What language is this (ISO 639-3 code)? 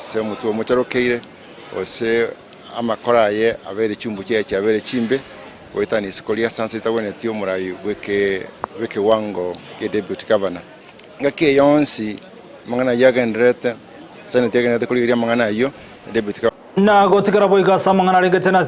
guz